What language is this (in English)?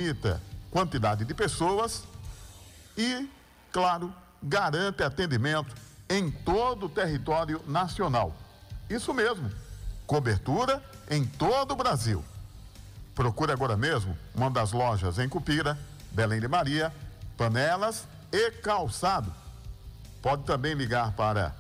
Portuguese